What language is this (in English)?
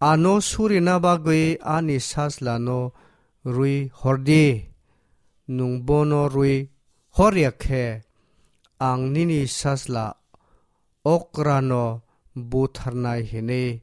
Kok Borok